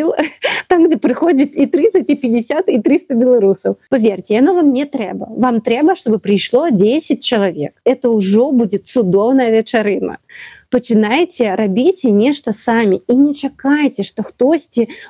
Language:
Belarusian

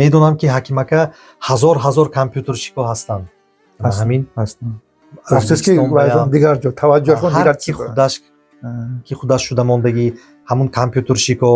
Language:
Tajik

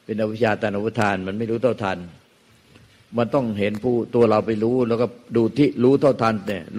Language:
Thai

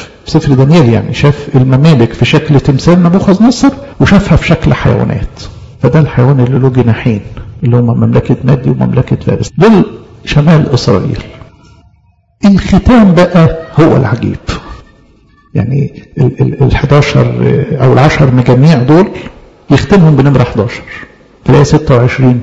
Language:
Egyptian Arabic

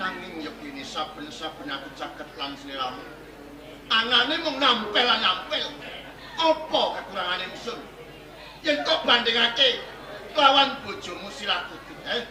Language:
Javanese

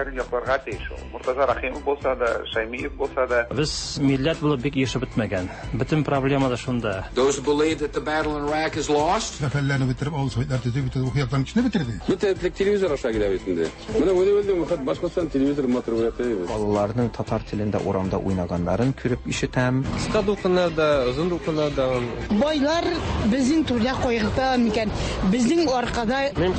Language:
Tatar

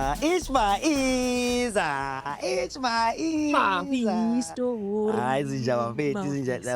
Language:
Zulu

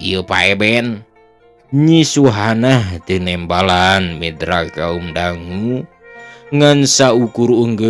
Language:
Sundanese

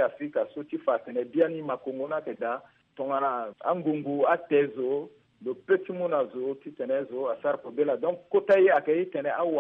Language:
Sango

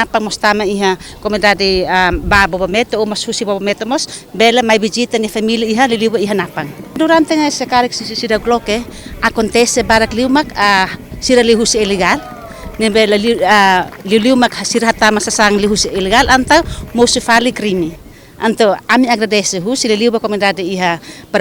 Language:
Tetum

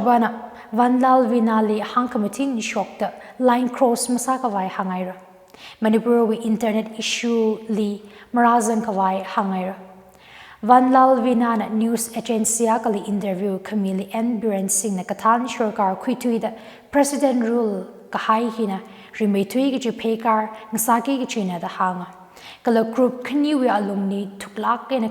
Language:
Tangkhul Naga (India)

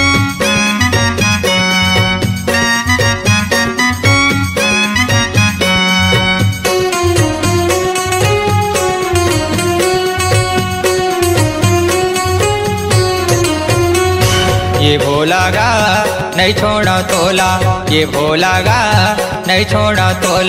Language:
Chhattisgarhi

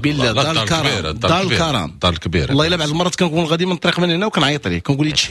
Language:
Moroccan Arabic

